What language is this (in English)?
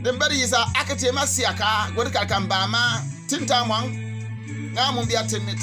Bimoba